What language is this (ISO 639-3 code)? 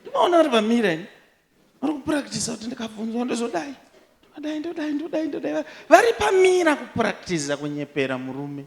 sna